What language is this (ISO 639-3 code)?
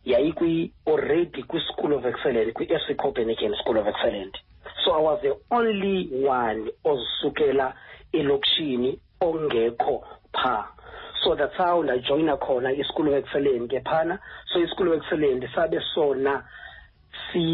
xho